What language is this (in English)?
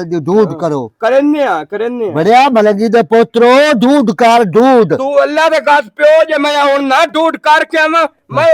Western Panjabi